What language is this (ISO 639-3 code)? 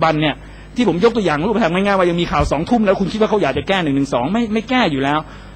tha